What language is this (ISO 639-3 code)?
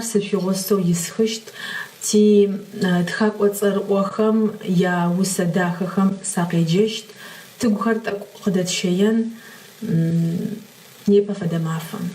ady